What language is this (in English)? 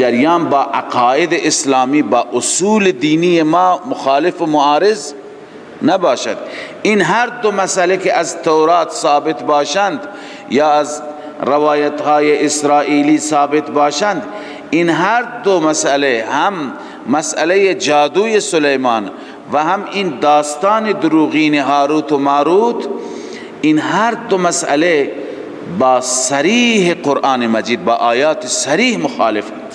Persian